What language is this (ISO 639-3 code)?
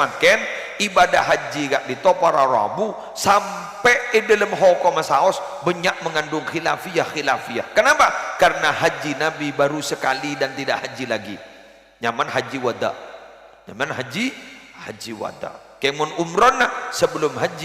mad